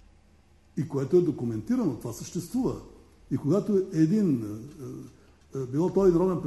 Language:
Bulgarian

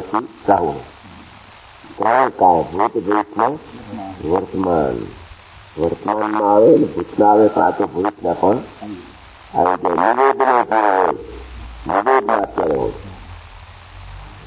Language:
Gujarati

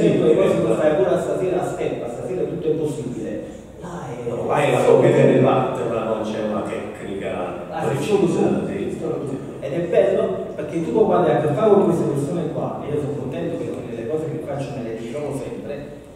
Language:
Italian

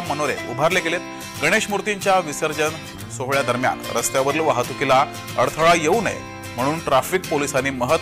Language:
Marathi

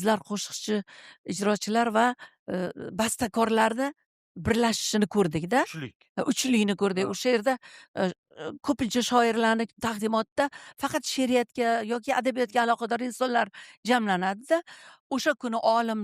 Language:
Uzbek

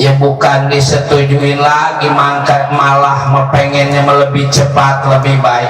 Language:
Betawi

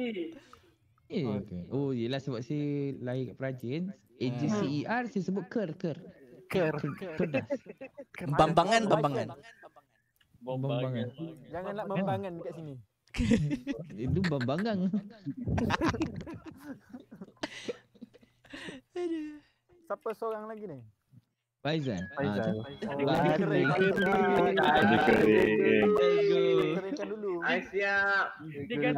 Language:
Malay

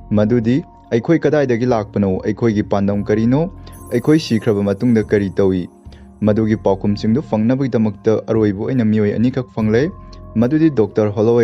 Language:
Manipuri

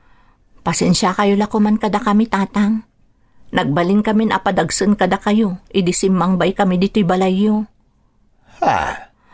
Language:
Iloko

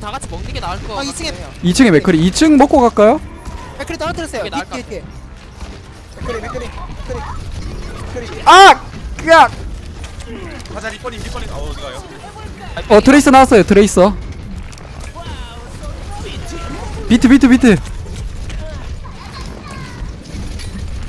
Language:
Korean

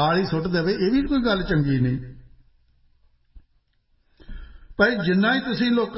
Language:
Punjabi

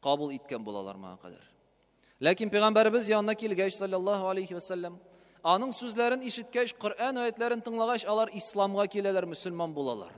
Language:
Tatar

